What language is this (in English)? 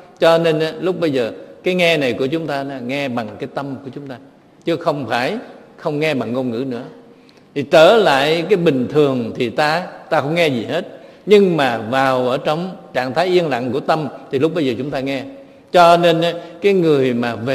Vietnamese